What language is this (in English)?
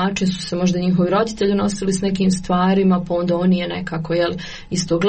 Croatian